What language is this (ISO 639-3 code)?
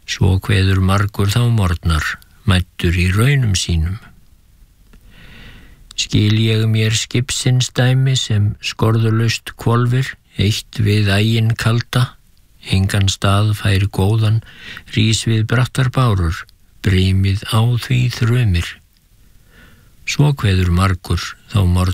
isl